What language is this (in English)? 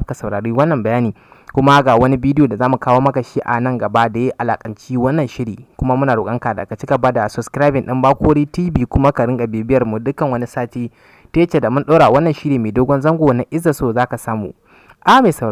Hausa